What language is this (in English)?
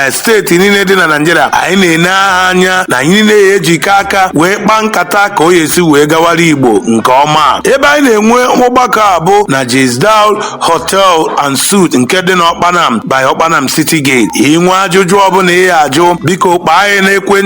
Igbo